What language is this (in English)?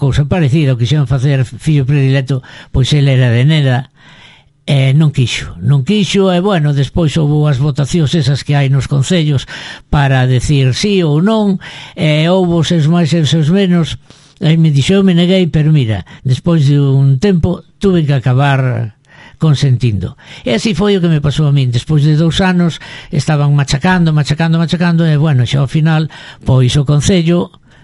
Galician